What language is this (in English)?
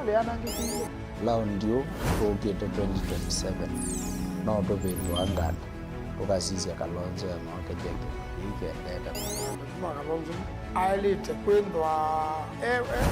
Kamba